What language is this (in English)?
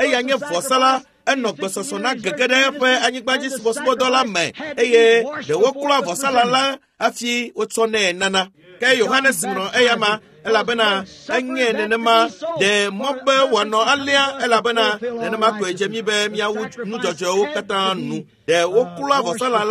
Ewe